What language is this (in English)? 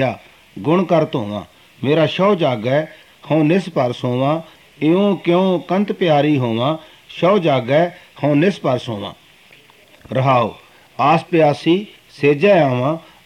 Punjabi